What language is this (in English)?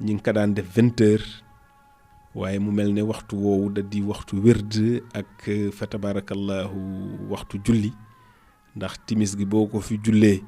Wolof